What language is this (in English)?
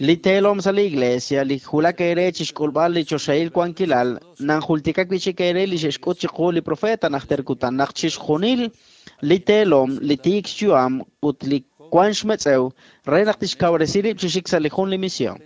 Kekchí